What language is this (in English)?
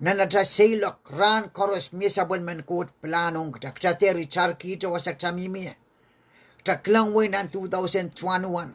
Pohnpeian